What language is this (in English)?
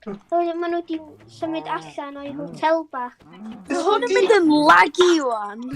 Welsh